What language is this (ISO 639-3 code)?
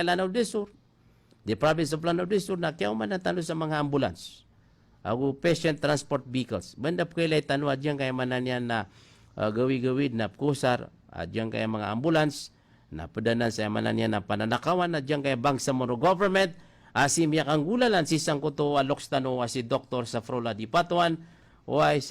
mrw